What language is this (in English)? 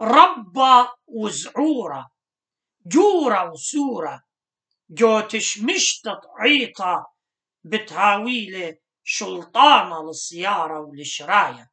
Assyrian Neo-Aramaic